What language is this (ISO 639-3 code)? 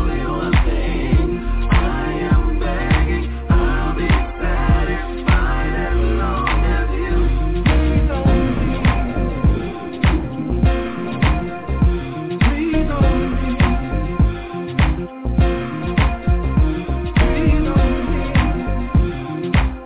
eng